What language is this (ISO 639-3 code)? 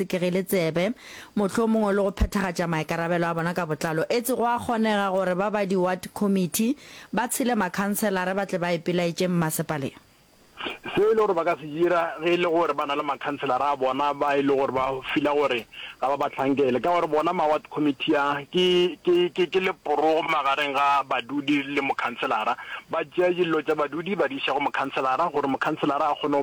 nso